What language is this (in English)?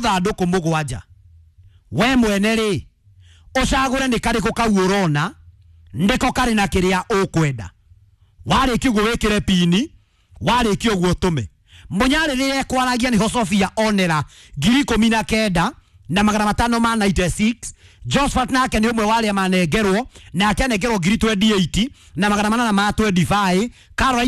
Kikuyu